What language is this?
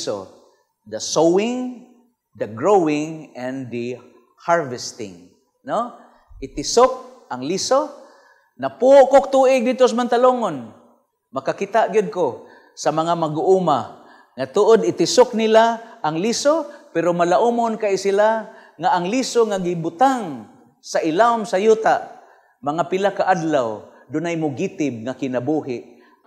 Cebuano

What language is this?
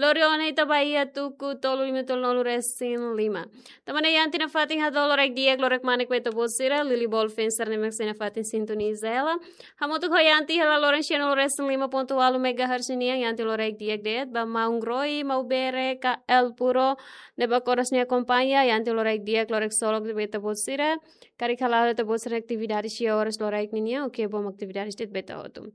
Tetum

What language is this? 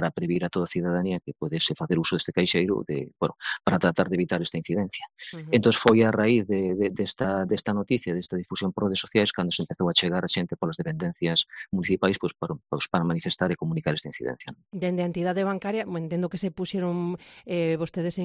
Galician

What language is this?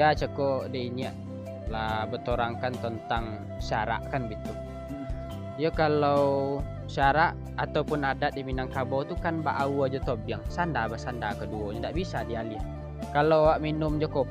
Minangkabau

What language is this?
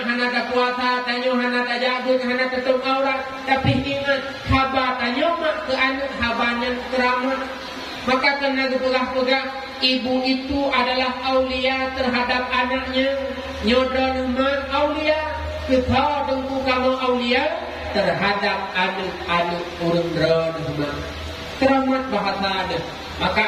Achinese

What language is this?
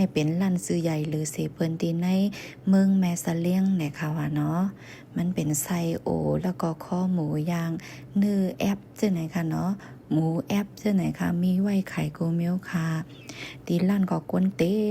Shan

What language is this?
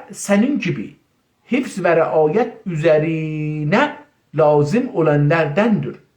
South Azerbaijani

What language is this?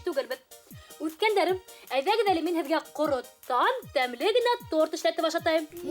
Bashkir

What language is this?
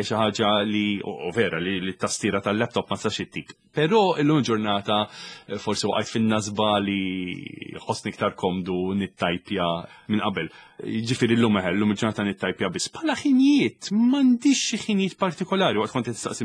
Maltese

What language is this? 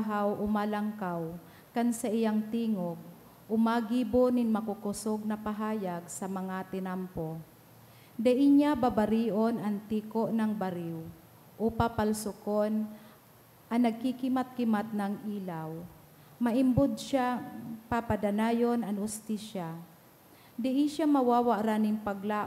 Bikol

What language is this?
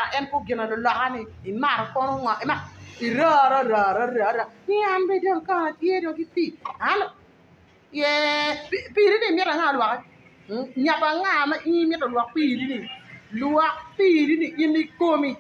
Acoli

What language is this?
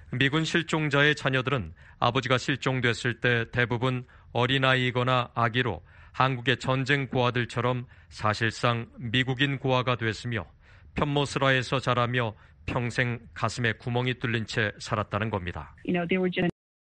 Korean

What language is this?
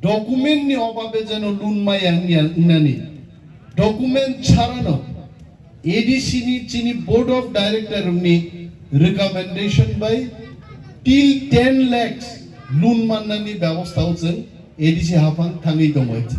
Kok Borok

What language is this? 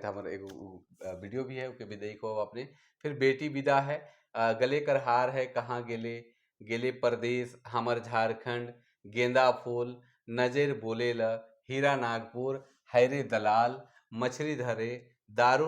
Sadri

